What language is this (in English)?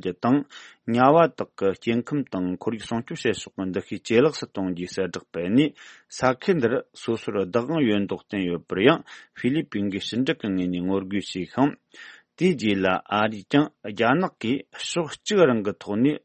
Tibetan